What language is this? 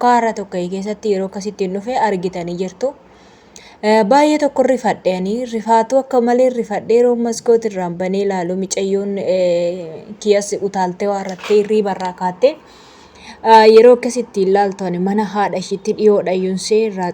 Oromo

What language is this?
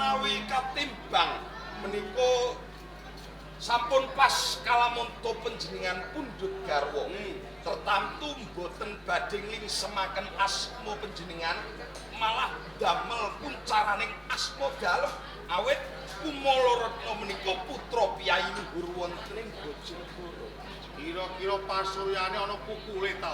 Javanese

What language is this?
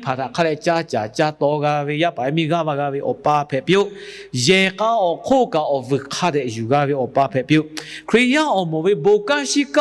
Lahu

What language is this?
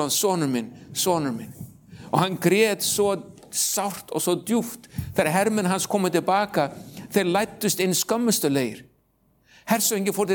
Icelandic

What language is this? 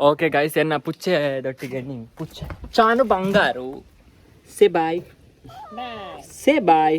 Tulu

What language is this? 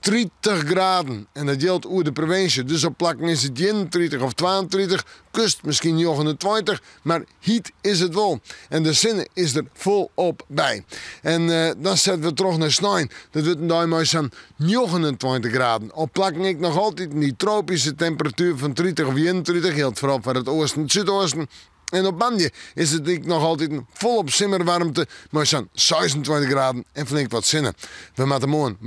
Western Frisian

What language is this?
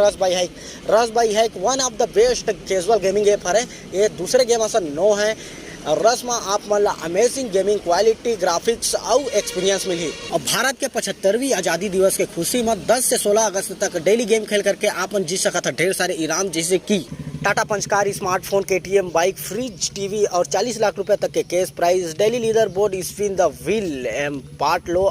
Chhattisgarhi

